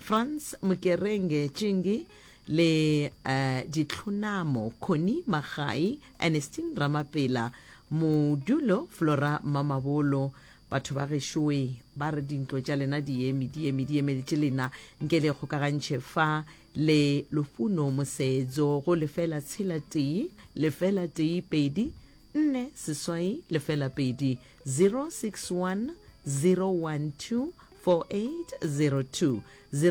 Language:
Northern Sotho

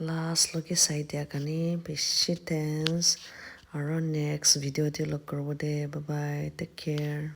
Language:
Naga Pidgin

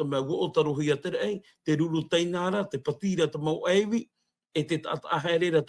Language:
Tahitian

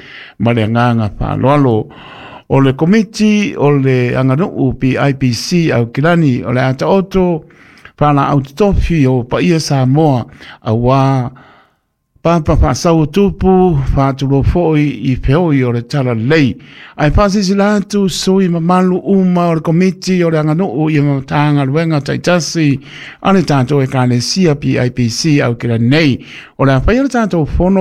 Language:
Samoan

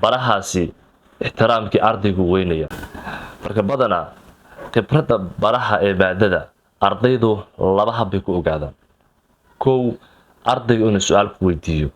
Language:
Somali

